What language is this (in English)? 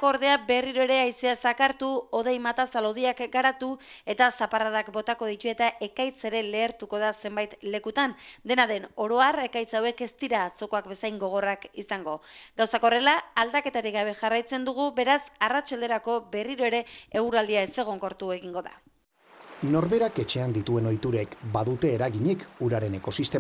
Basque